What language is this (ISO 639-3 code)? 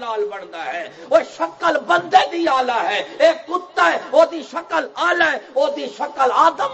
skr